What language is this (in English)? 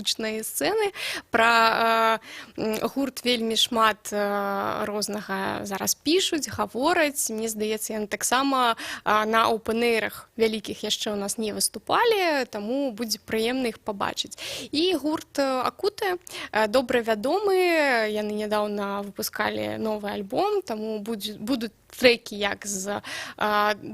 Belarusian